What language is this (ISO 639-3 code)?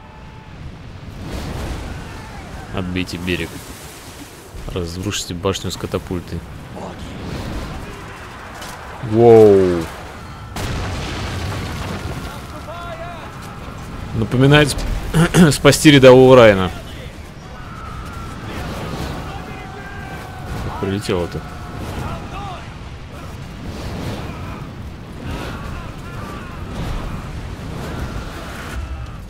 rus